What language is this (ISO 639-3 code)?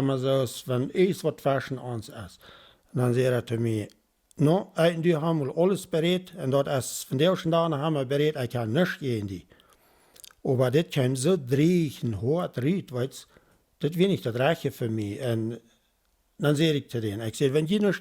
pdt